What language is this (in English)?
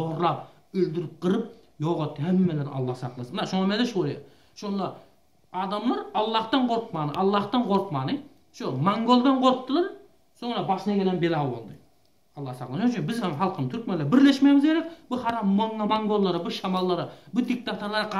Turkmen